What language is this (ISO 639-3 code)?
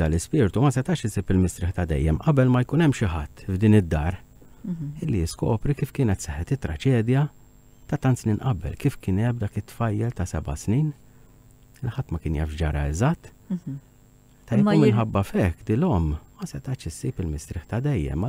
mlt